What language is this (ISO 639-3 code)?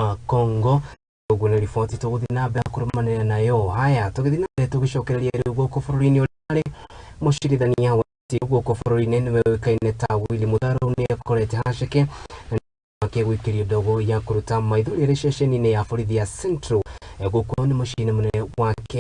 kik